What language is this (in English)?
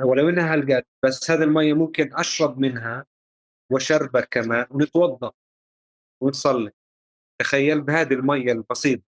North Levantine Arabic